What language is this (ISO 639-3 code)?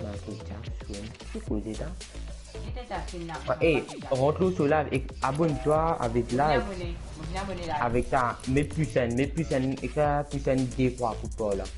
mfe